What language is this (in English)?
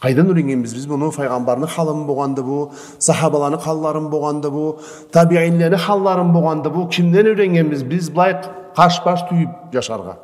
Karachay-Balkar